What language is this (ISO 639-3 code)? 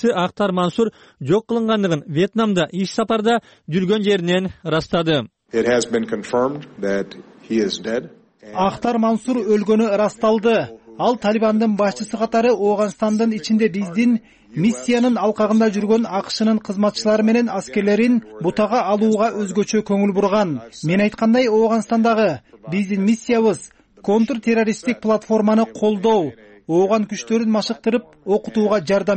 kir